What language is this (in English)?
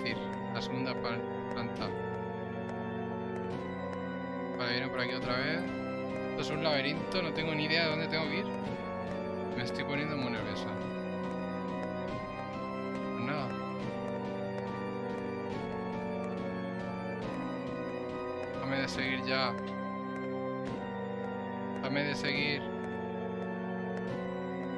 Spanish